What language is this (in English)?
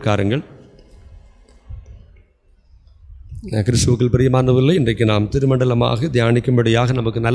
Tamil